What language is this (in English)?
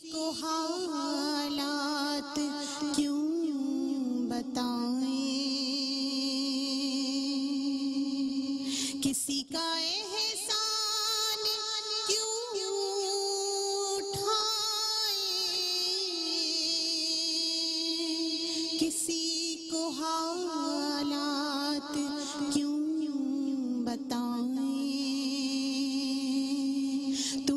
Urdu